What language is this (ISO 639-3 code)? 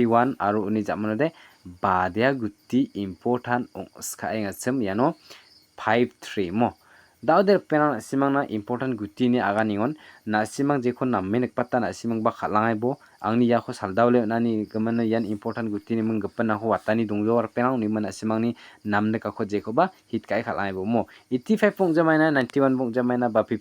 grt